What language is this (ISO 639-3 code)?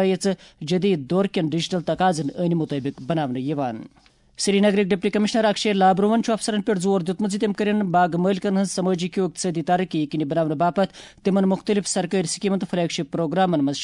kas